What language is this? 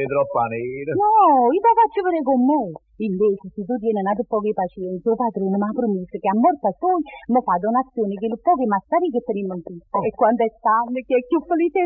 Neapolitan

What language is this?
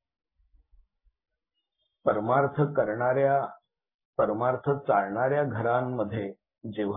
Marathi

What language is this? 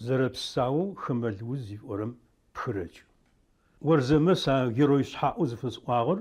Adyghe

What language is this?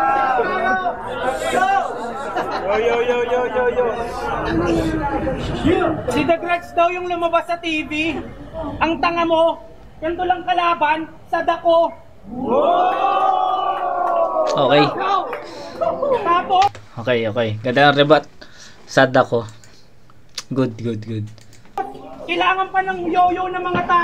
Filipino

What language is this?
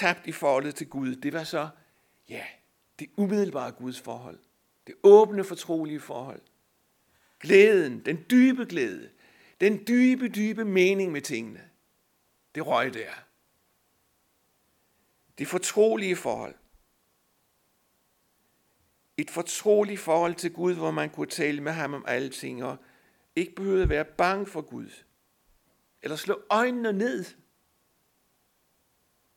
Danish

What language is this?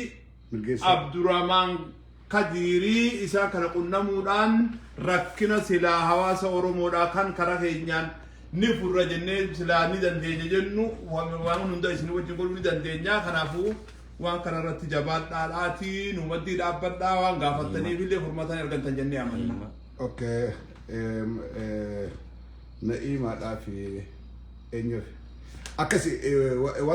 Oromo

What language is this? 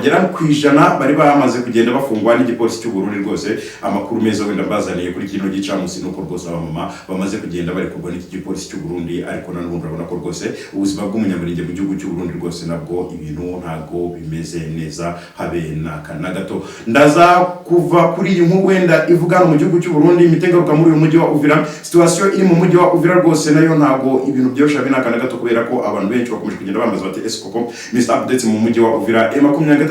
Kinyarwanda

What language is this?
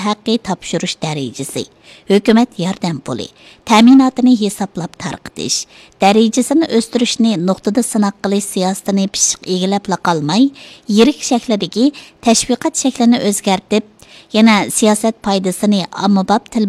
Uyghur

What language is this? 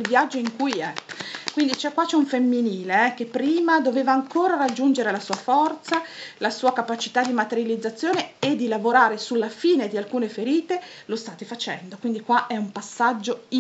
Italian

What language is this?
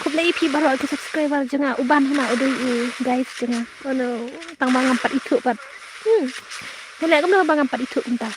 Khasi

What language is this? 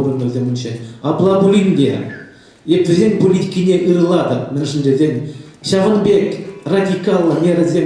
Chuvash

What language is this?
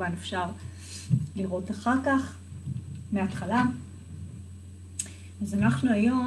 Hebrew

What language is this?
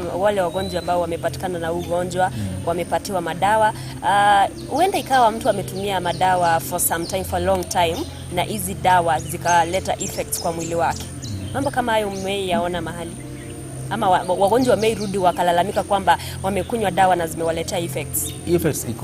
Gusii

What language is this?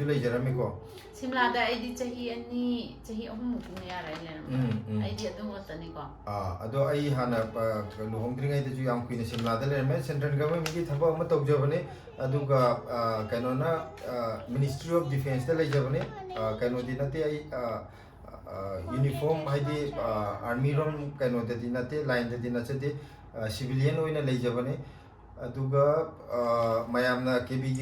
Manipuri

